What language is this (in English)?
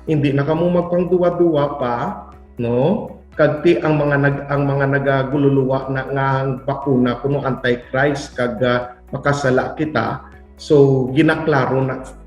Hiligaynon